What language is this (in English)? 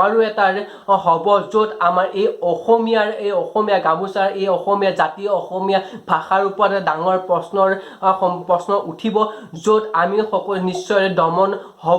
Assamese